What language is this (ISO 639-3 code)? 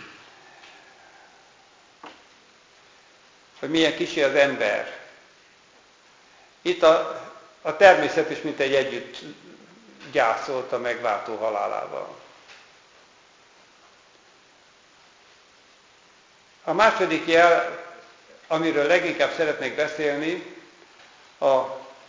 hun